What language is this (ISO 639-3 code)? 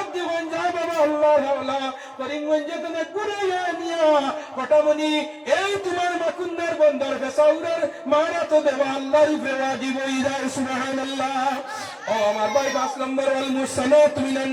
syl